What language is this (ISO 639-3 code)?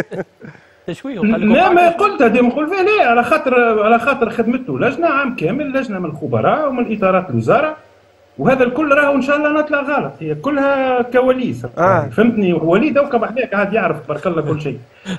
aeb